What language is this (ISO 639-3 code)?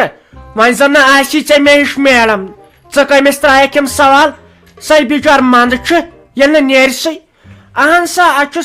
kas